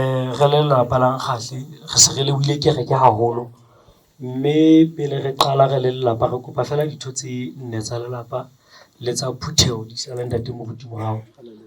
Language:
Southern Sotho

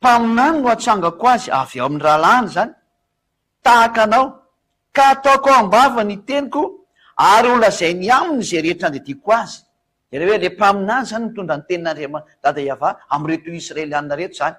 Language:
Malagasy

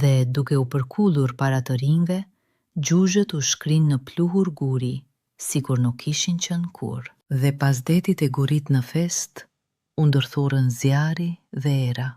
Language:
Albanian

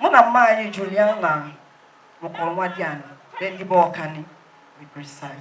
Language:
Igbo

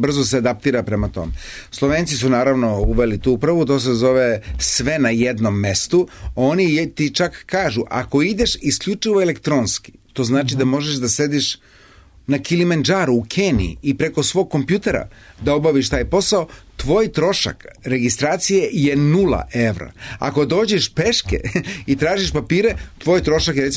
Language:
Serbian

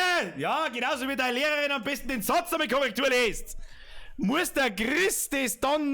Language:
Bavarian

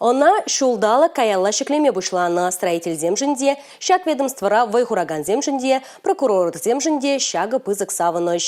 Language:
Chuvash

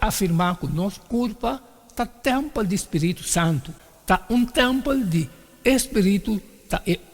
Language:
Papiamento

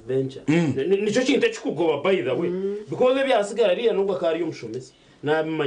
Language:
Nyankole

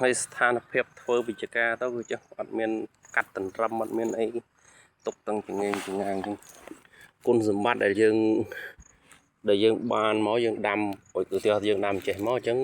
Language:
Khmer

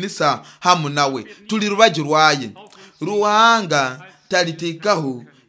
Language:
Nyoro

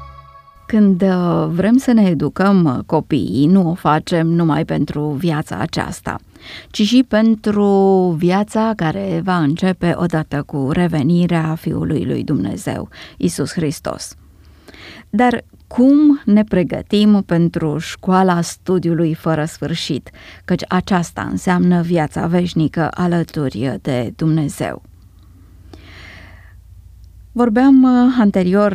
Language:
Romanian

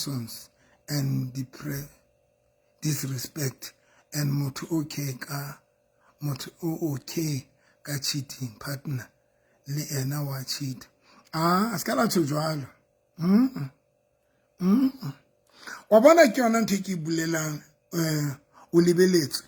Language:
Southern Sotho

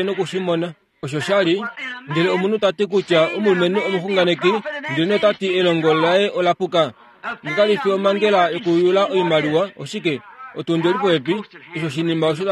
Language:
Kuanyama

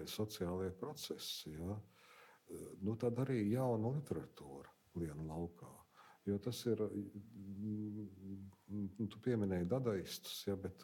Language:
Latvian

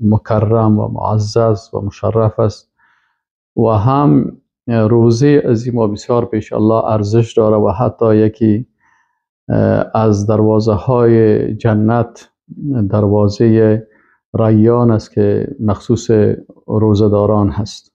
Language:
Persian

